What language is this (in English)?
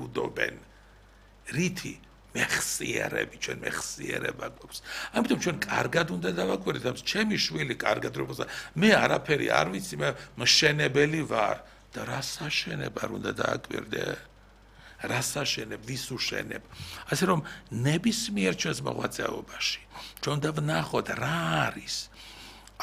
Georgian